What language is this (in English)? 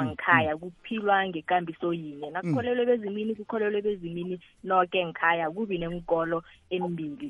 South Ndebele